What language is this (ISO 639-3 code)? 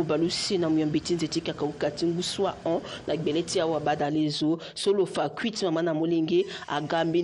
sag